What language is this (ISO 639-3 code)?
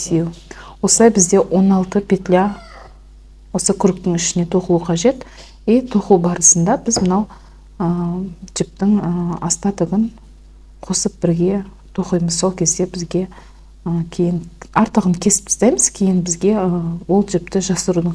kaz